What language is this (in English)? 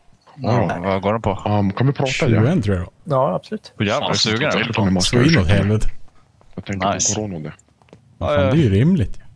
Swedish